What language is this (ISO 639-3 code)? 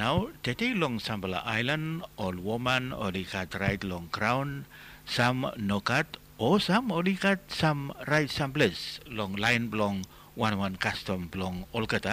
bis